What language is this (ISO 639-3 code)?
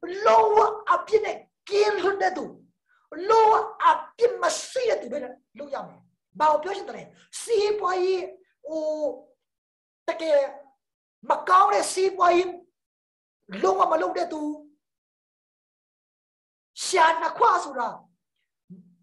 mya